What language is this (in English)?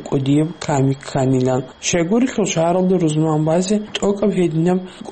Avaric